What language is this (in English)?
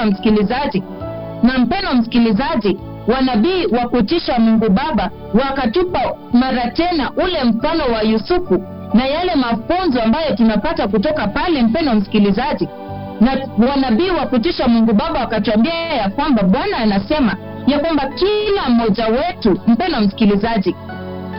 Swahili